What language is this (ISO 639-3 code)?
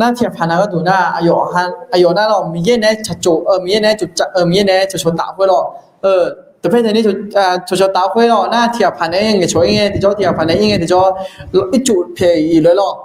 ahk